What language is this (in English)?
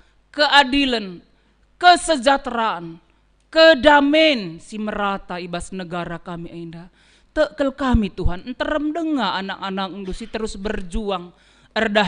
Batak Karo